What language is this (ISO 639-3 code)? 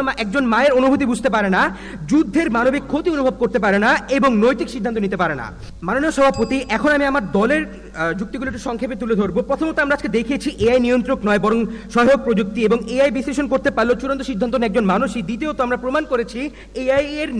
ben